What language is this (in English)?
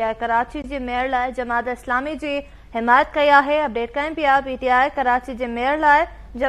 Sindhi